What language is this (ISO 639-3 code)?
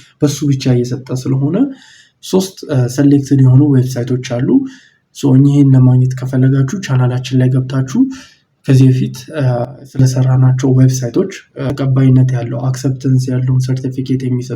amh